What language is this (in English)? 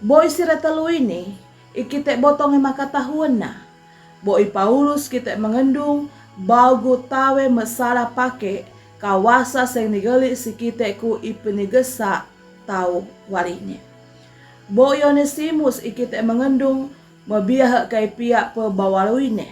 Sangir